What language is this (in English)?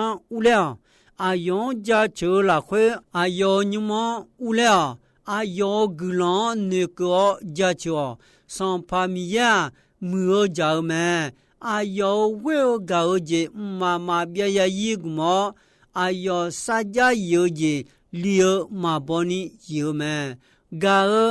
Akha